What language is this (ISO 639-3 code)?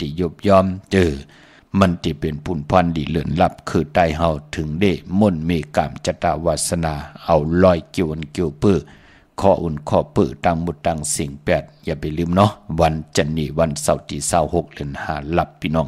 shn